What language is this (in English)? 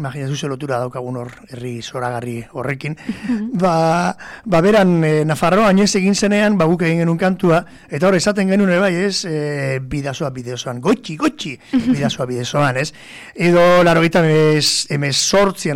Basque